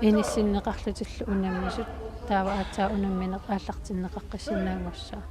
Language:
Kalaallisut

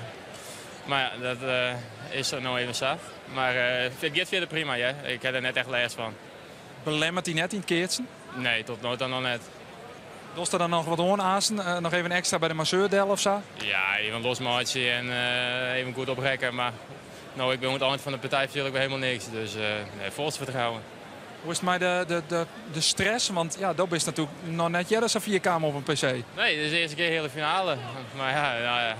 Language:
Western Frisian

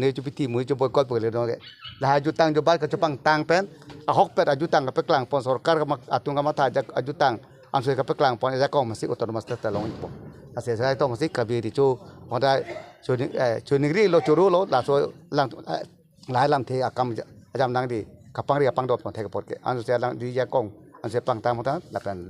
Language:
Karbi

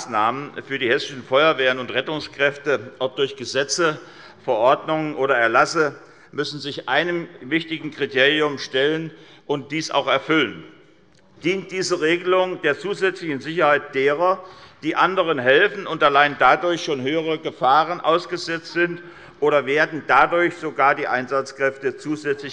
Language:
German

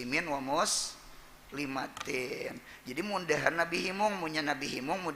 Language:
Banjar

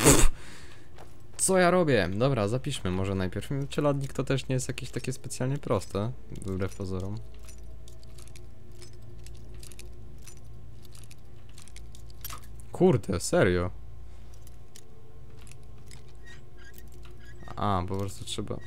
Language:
Polish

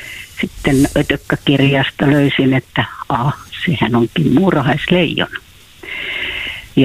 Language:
Finnish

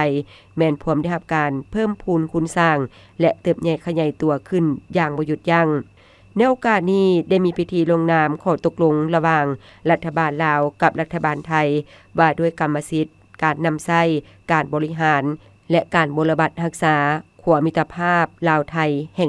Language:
Lao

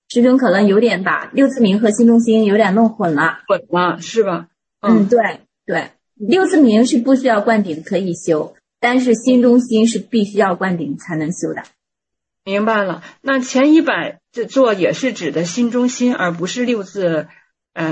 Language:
Chinese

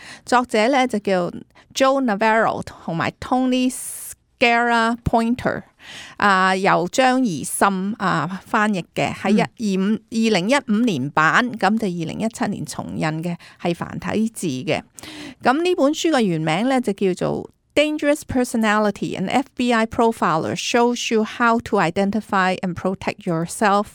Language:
Cantonese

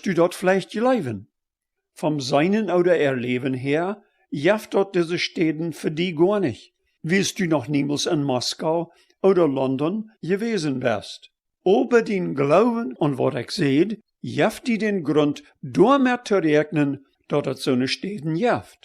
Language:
Plautdietsch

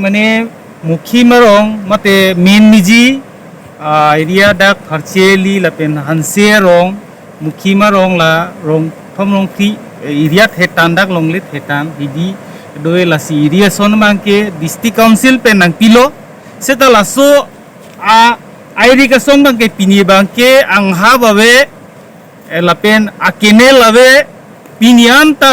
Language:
Karbi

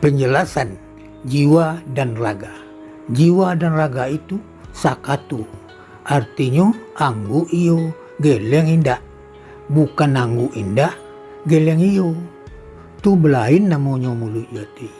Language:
Minangkabau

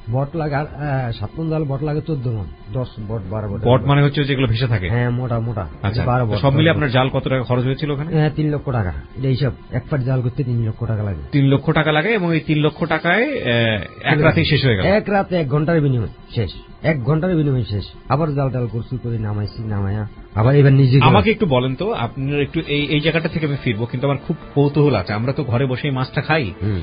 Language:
Bangla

